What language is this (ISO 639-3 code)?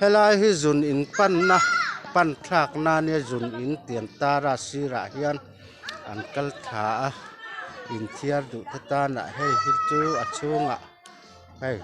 lus